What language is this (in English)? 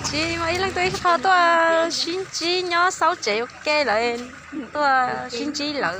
Hmong